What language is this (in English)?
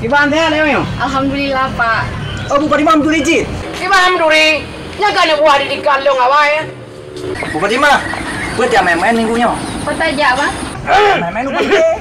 Achinese